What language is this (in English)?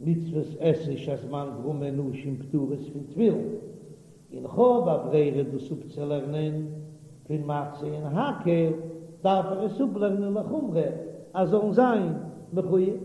Yiddish